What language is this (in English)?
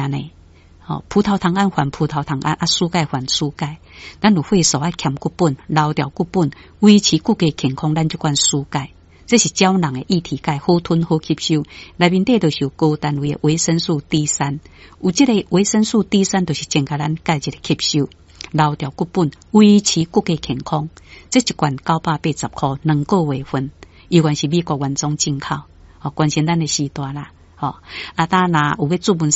Min Nan Chinese